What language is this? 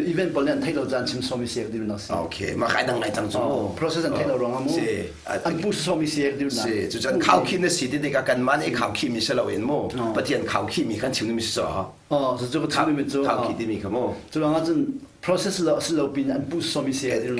Hakha Chin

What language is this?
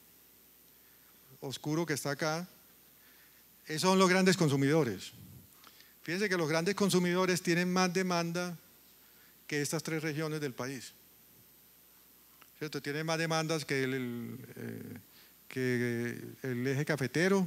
Spanish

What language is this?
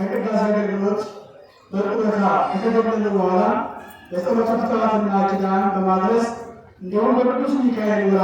Amharic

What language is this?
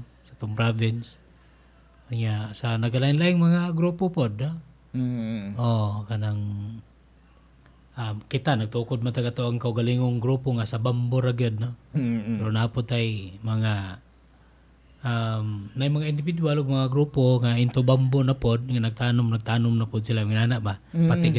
Cebuano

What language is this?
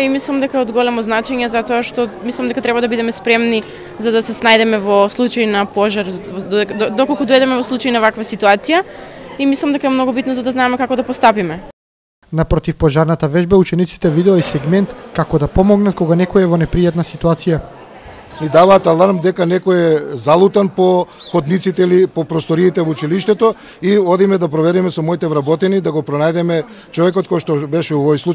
Macedonian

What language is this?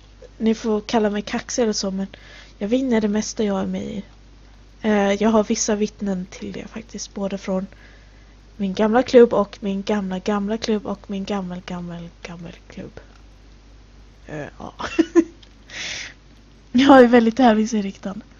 Swedish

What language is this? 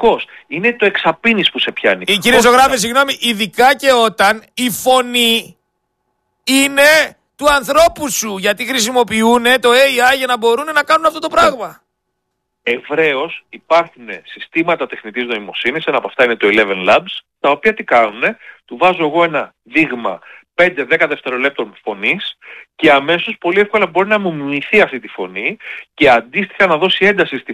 Greek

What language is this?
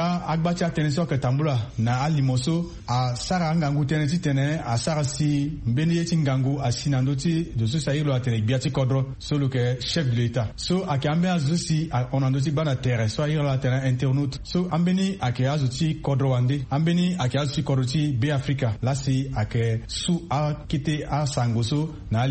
Sango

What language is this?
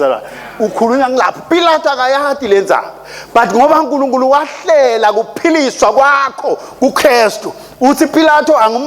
Swati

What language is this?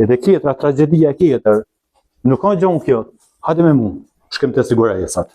Albanian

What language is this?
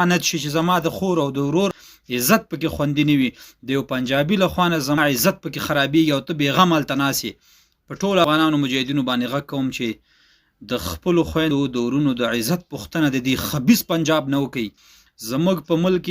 Pashto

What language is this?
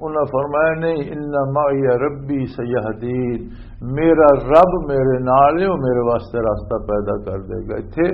Western Panjabi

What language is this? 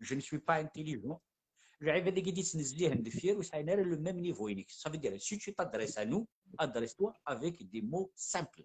Kabyle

